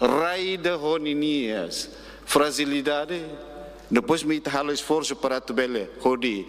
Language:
Tetum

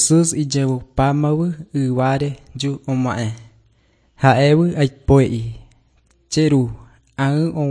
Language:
Guarani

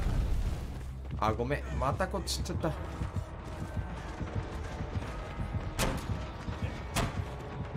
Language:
Japanese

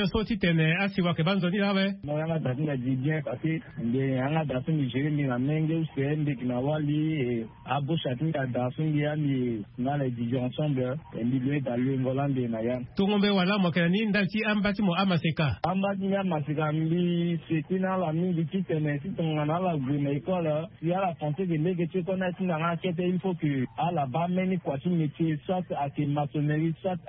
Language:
Sango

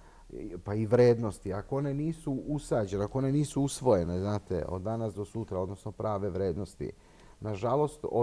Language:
Serbian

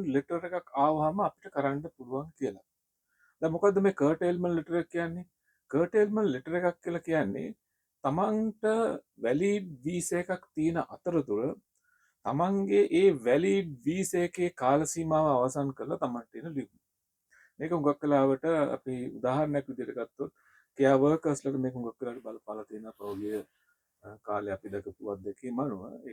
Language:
Sinhala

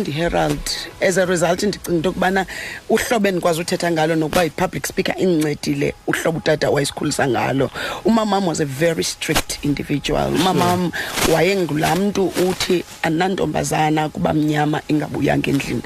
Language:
Xhosa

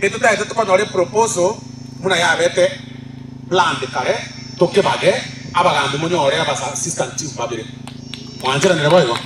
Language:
Gusii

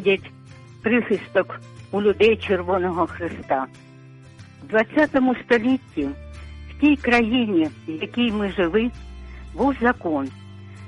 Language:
Ukrainian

